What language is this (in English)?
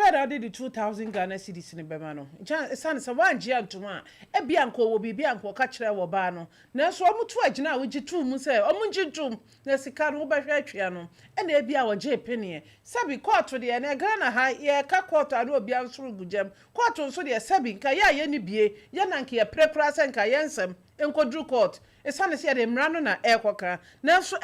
Akan